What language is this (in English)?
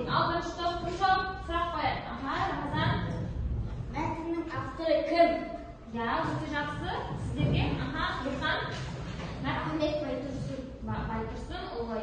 Kazakh